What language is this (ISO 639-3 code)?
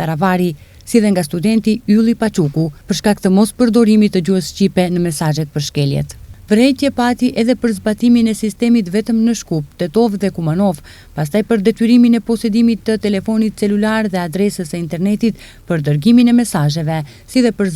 sqi